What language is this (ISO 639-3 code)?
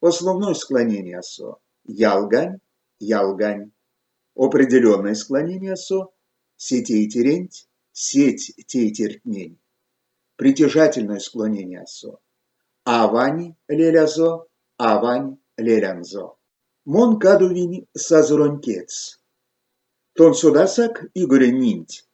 myv